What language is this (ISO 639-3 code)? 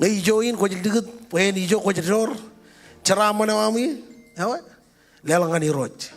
mah